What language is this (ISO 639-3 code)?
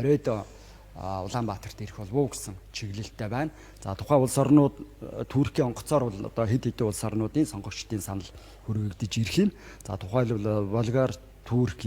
mon